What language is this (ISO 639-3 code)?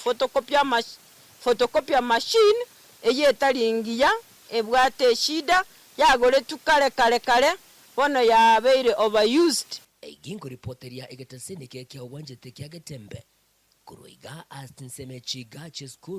guz